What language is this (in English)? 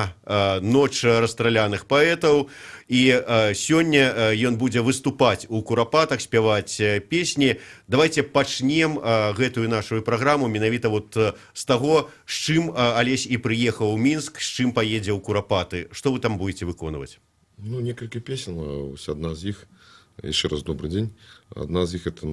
Belarusian